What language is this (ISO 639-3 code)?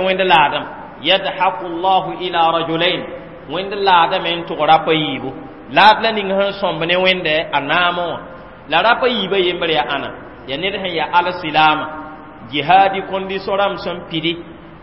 mos